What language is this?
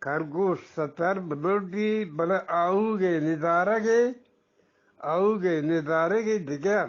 Eastern Balochi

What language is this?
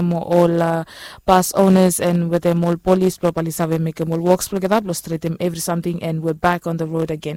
Bislama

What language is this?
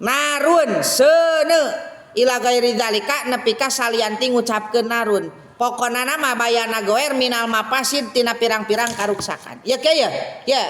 Sundanese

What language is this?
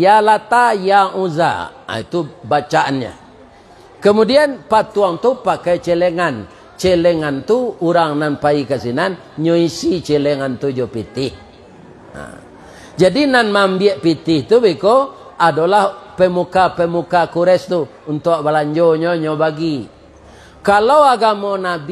Minangkabau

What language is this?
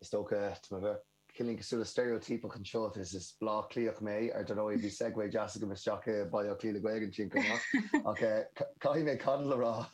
Irish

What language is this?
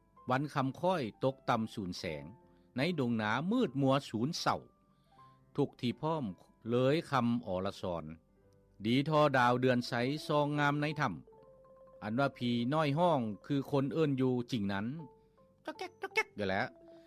Lao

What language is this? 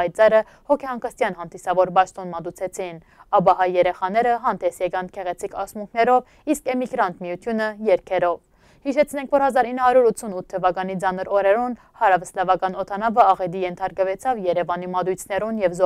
Western Armenian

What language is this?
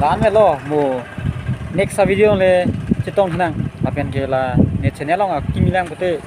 Karbi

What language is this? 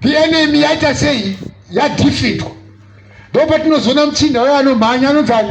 Shona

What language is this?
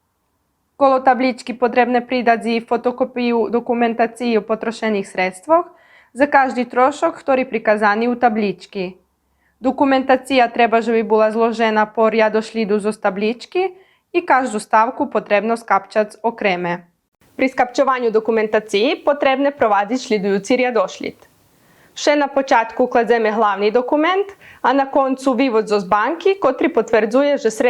Rusyn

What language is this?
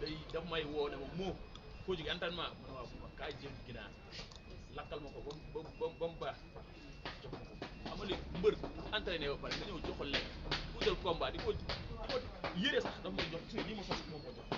Wolof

